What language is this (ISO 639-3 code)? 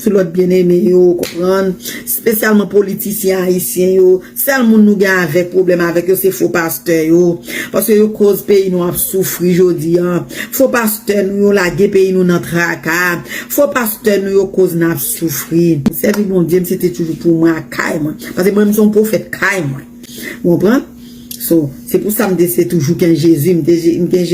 hat